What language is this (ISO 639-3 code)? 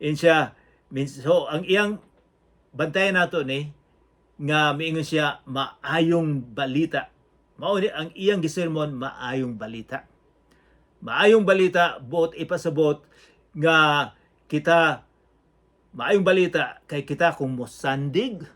ceb